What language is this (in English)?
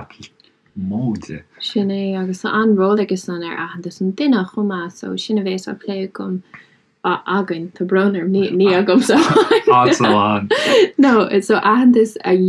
Irish